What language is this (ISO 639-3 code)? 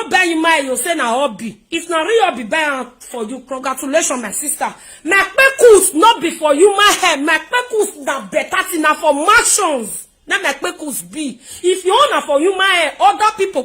pcm